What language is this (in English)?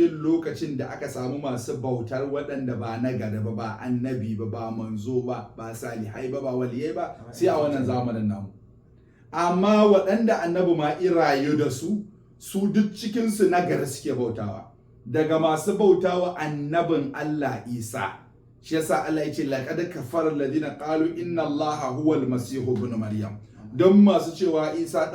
Hausa